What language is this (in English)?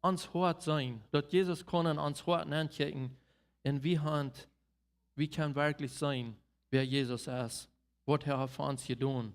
Plautdietsch